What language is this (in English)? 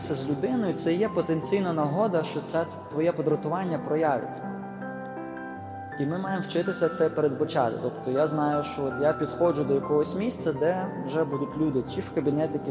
Ukrainian